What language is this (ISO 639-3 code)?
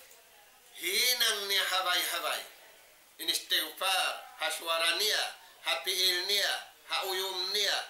tsg